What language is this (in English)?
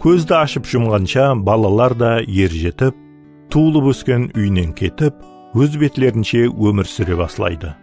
Kara-Kalpak